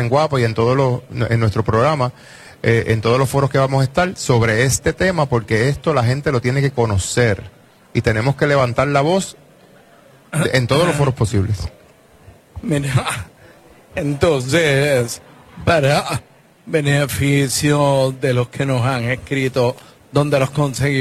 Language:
Spanish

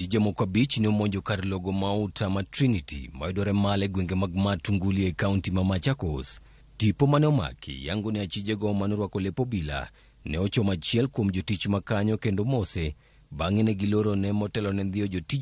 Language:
Luo (Kenya and Tanzania)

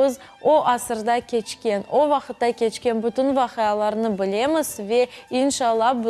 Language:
Crimean Tatar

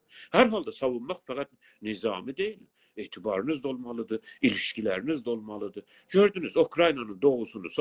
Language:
South Azerbaijani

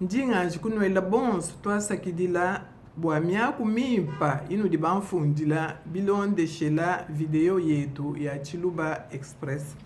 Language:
Luba-Lulua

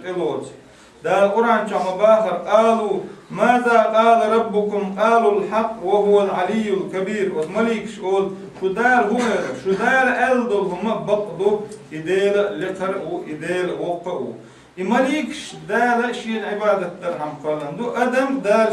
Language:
Chechen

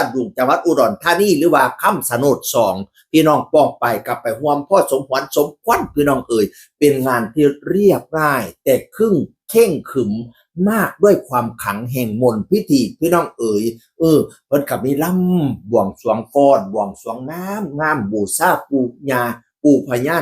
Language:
Northeastern Thai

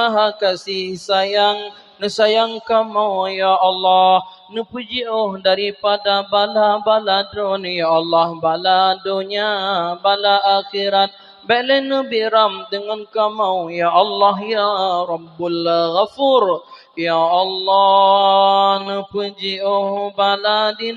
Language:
Achinese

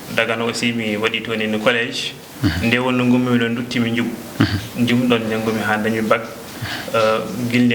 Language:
Fula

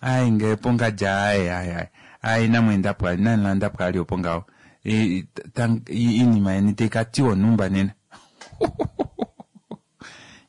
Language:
Kuanyama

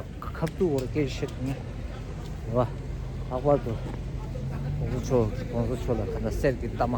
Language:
Tibetan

